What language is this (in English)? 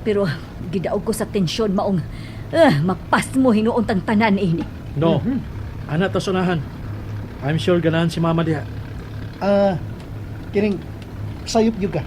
Cebuano